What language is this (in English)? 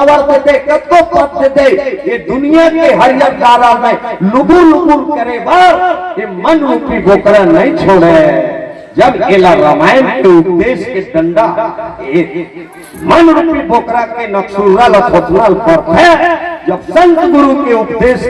Chhattisgarhi